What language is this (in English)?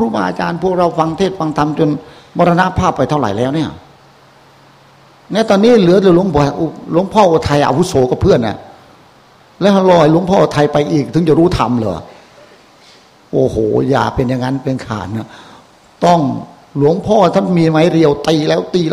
Thai